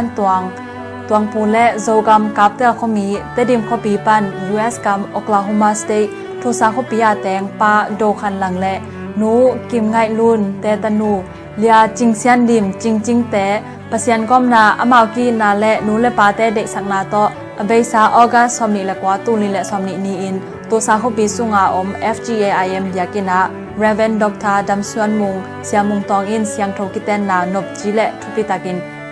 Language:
Tedim Chin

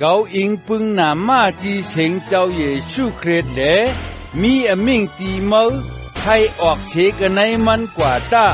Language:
Shan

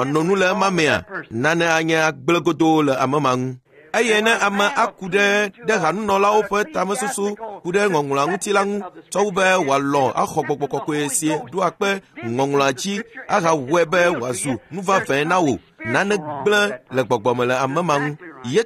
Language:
Ewe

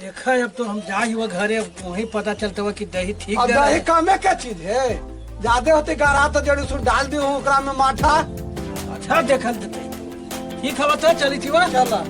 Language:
Magahi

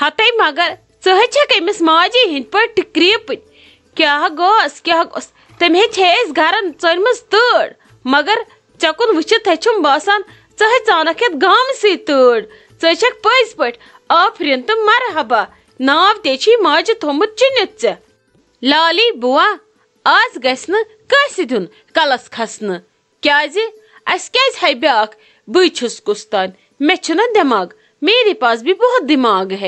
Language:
Kashmiri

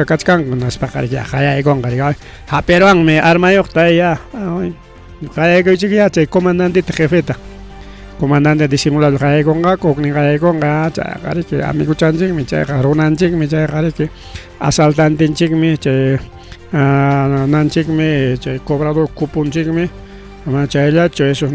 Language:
Ayacucho Quechua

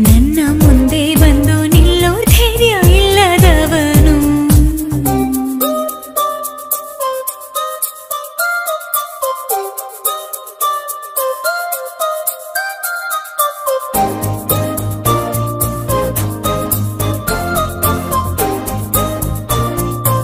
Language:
Kannada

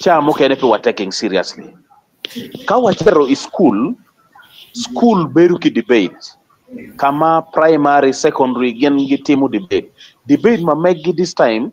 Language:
Acoli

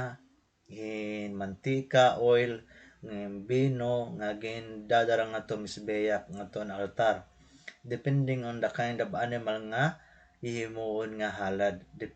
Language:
Waray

